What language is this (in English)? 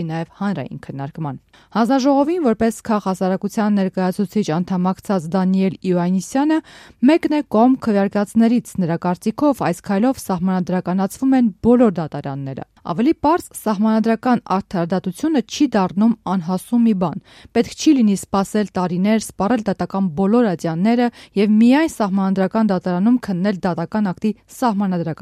Armenian